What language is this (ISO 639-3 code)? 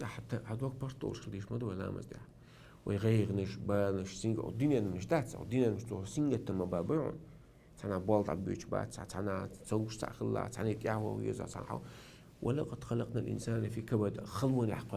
che